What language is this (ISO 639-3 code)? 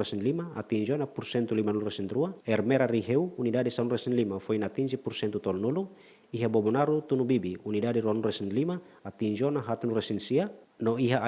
tet